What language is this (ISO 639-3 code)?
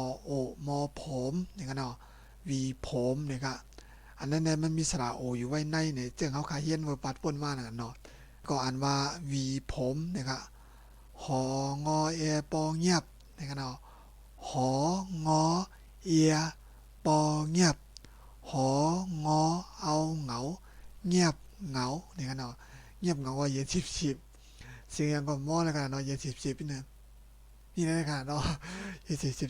shn